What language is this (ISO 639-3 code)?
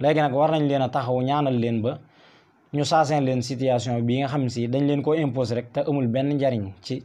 wol